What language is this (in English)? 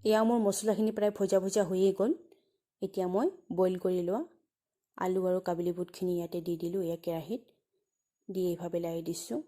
Assamese